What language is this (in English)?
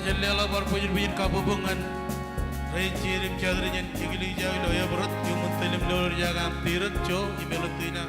Marshallese